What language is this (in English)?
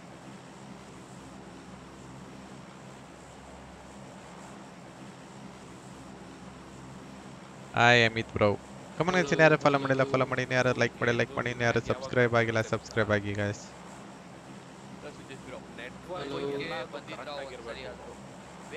Kannada